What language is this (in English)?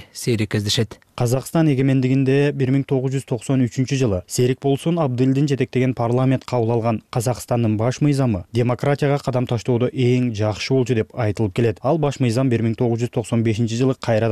Kyrgyz